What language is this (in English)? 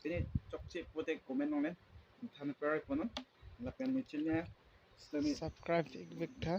Karbi